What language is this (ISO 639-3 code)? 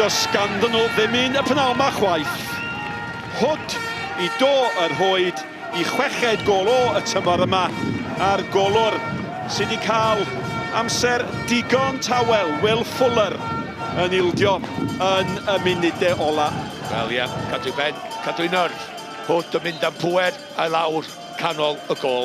cym